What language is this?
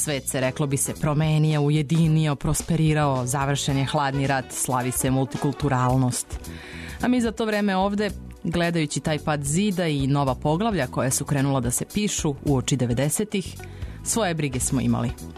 Serbian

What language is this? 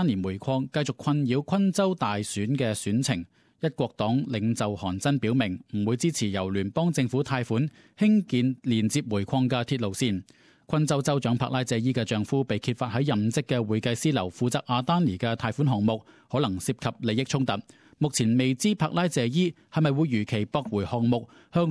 Cantonese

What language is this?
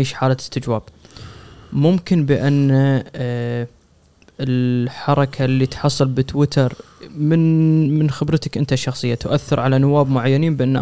Gulf Arabic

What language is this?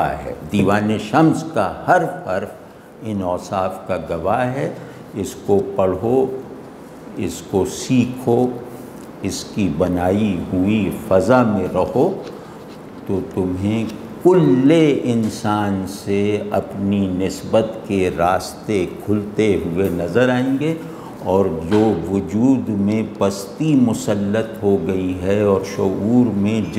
Urdu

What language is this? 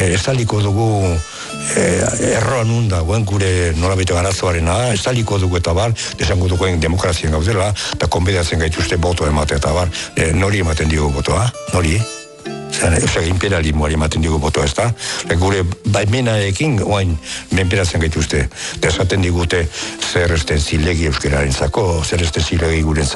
Basque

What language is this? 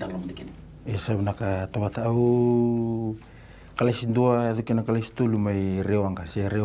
Fijian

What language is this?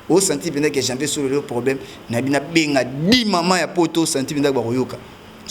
Lingala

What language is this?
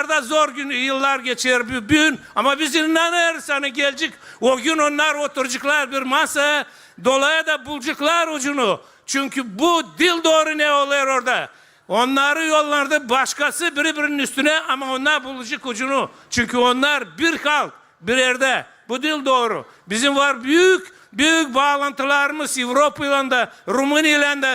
Gagauz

